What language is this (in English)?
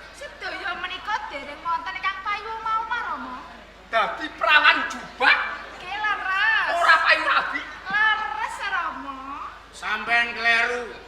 Javanese